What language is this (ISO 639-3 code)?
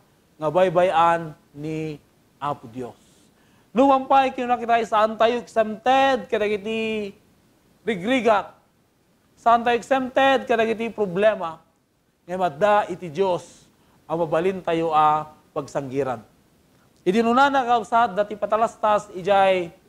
ilo